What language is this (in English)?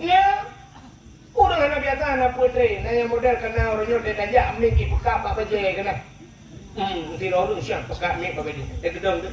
Achinese